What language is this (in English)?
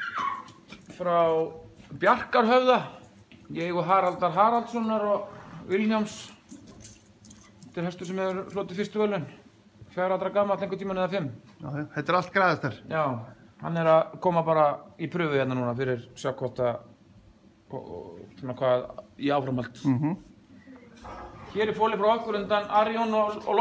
Icelandic